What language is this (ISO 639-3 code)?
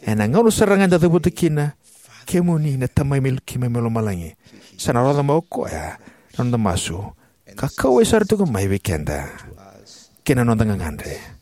fij